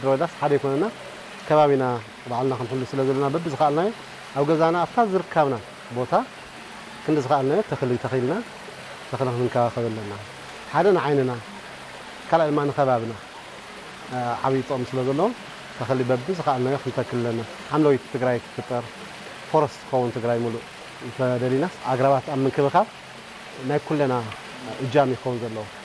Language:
Tigrinya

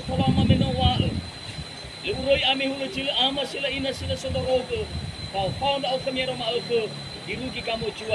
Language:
Nias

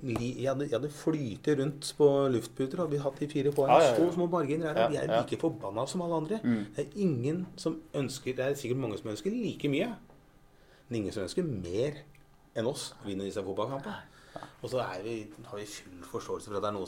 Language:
Norwegian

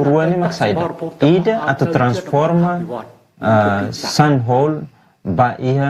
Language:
Tetum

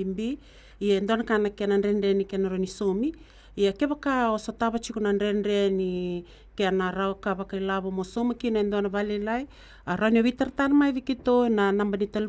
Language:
Fijian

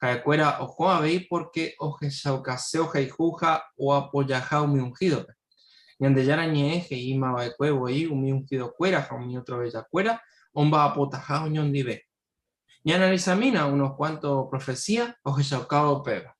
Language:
Guarani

